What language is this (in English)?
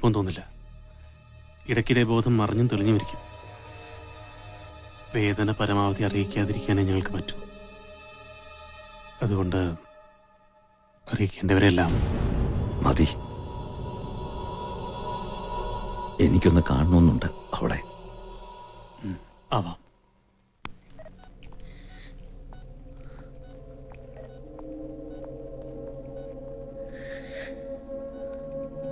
Malayalam